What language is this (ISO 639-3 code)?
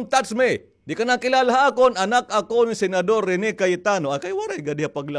war